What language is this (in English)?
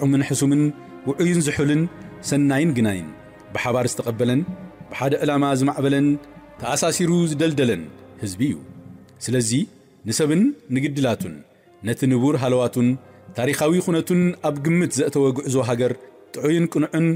Tigrinya